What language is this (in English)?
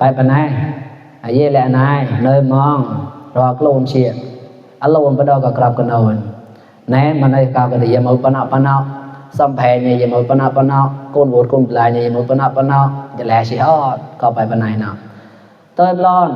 Mon